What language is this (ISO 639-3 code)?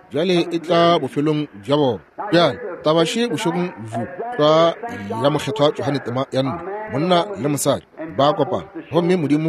nso